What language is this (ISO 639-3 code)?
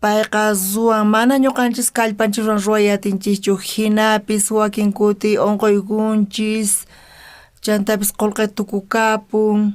quh